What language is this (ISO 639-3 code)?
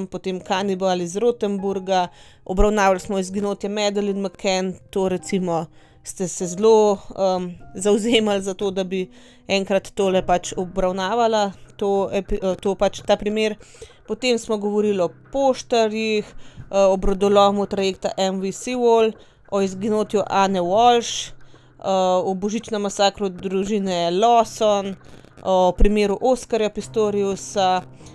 slv